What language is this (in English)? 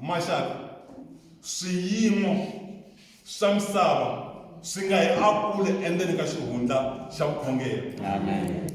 Tsonga